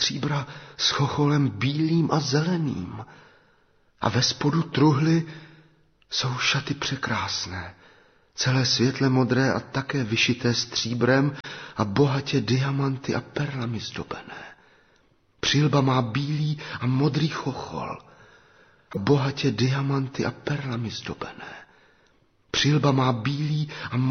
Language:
Czech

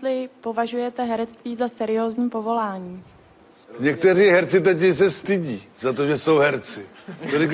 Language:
Czech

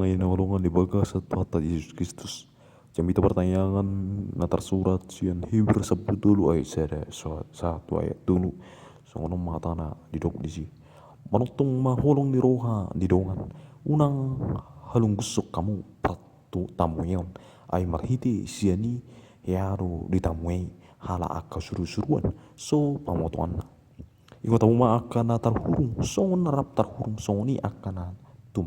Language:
Batak Toba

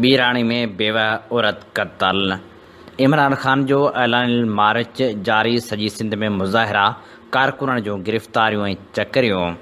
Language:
Sindhi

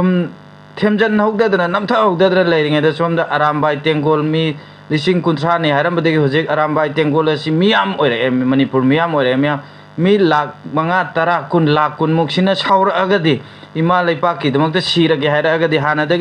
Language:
Manipuri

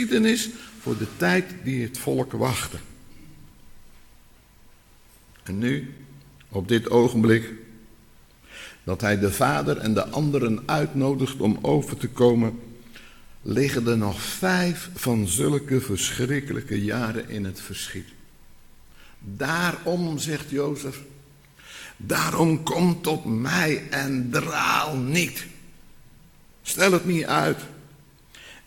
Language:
Dutch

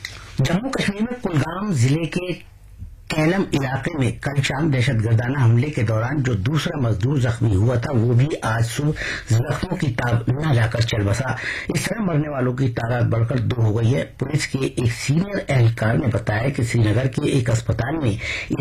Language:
Urdu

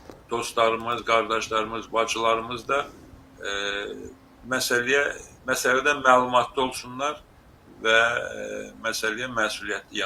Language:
Azerbaijani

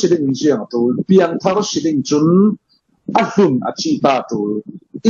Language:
Falam Chin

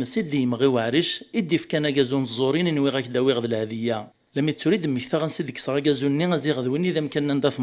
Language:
Kabyle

